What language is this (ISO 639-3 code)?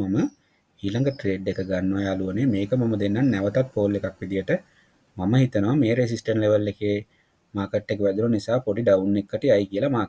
sin